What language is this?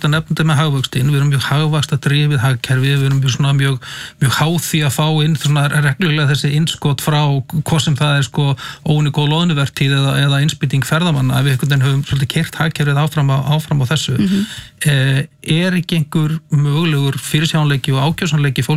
Icelandic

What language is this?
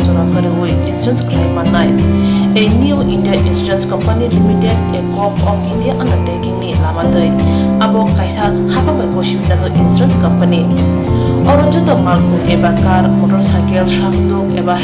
Kok Borok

